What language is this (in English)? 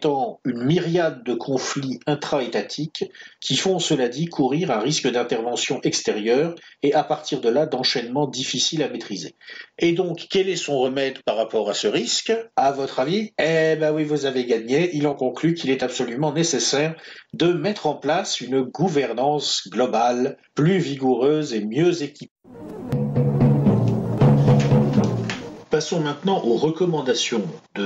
French